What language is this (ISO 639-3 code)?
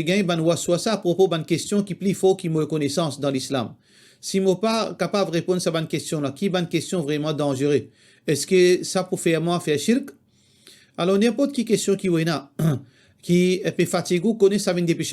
mfe